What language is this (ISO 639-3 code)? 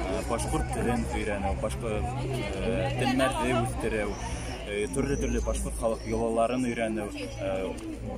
bak